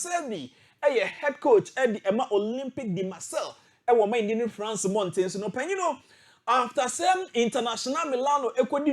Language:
Akan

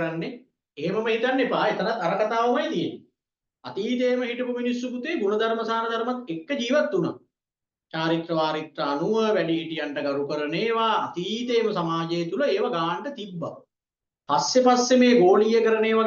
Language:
Sinhala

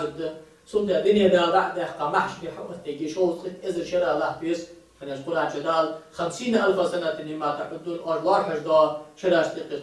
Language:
Ingush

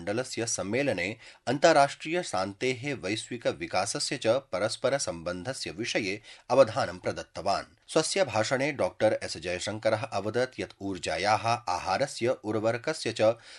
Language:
Sanskrit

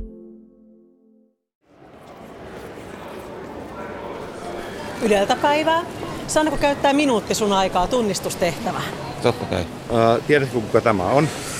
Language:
Finnish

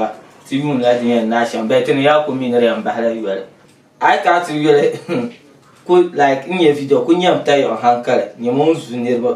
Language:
Dagbani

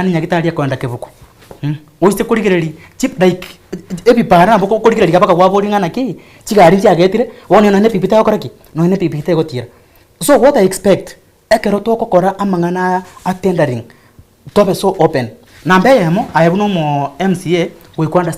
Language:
Gusii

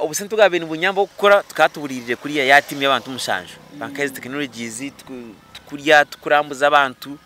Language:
Nyankole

